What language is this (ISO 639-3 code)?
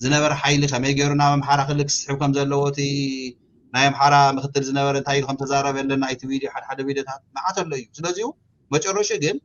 tir